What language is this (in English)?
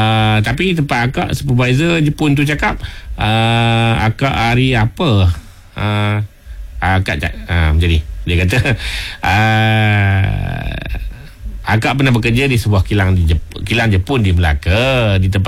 Malay